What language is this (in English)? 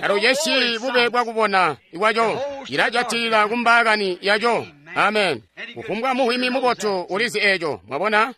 Tonga (Zambia)